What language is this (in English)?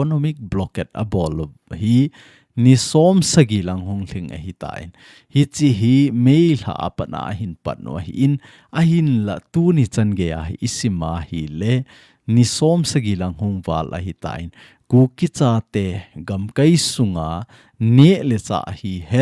Thado Chin